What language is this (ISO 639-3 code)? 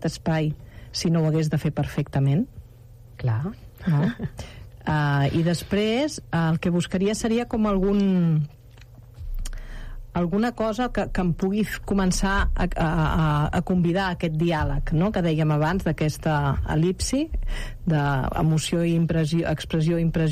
cat